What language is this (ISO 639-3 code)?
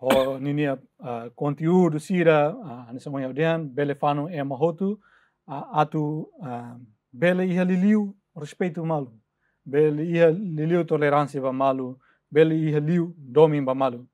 tet